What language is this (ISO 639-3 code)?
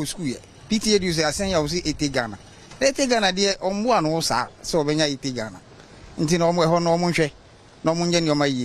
aka